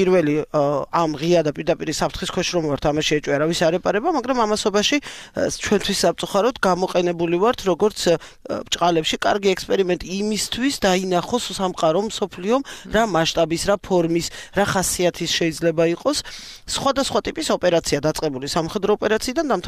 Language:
Georgian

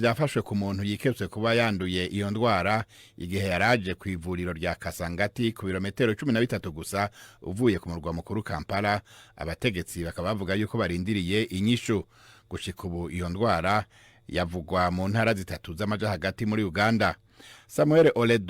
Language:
Rundi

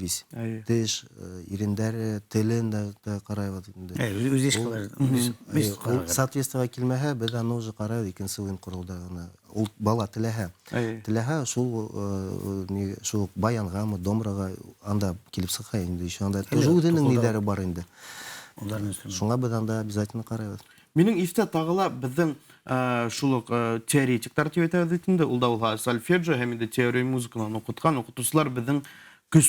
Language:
Bashkir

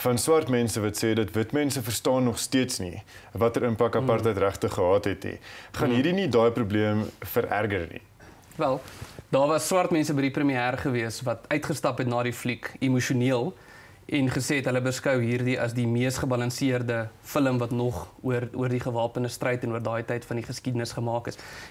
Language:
Afrikaans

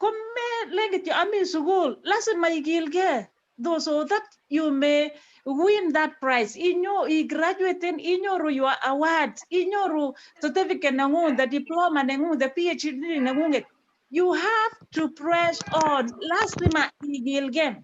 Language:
Kalenjin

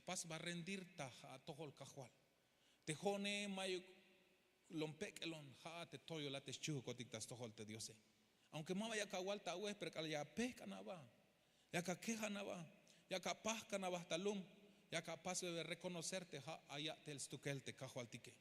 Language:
Tzeltal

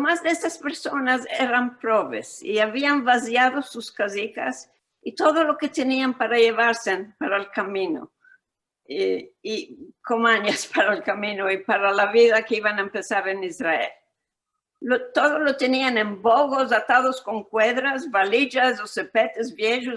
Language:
Ladino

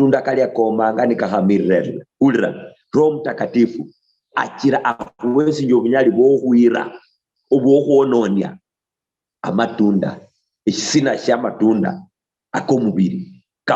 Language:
Luyia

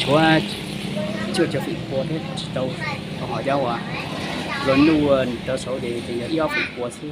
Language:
Hmong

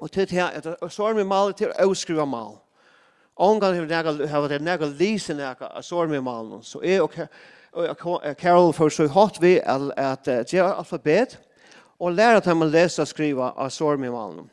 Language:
Faroese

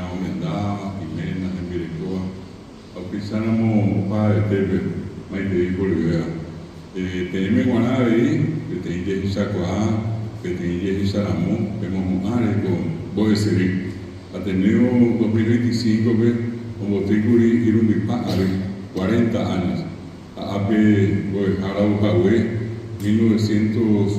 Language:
Guarani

